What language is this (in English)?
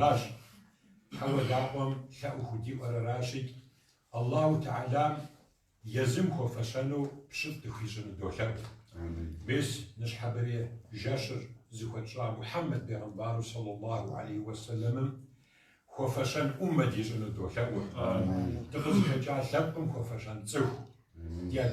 Kabardian